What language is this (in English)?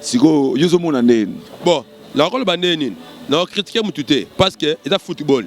Lingala